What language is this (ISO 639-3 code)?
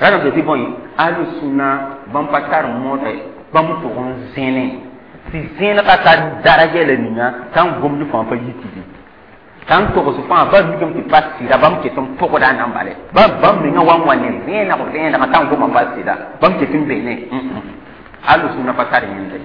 mos